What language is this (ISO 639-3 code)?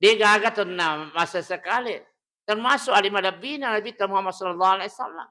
bug